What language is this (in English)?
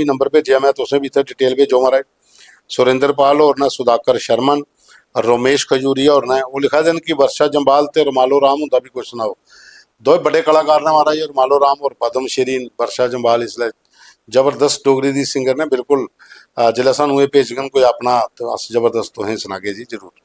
Dogri